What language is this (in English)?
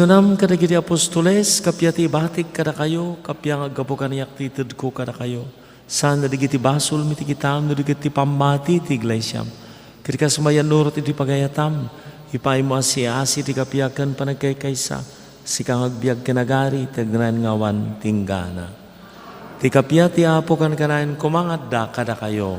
Iloko